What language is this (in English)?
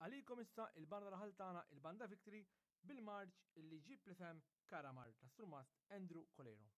Maltese